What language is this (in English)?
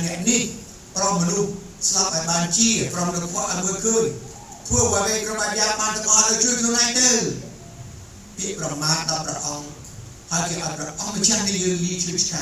Khmer